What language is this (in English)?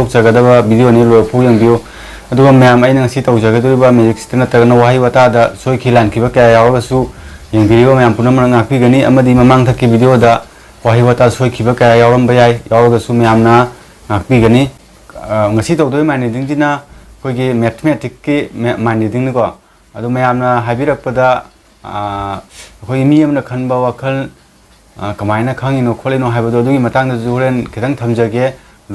Manipuri